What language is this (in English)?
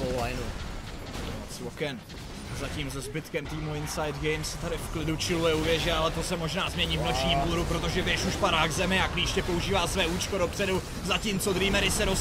Czech